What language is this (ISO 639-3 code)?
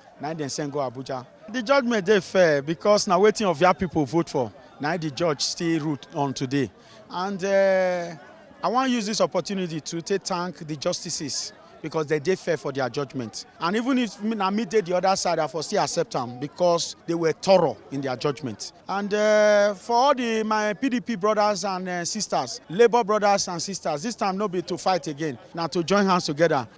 pcm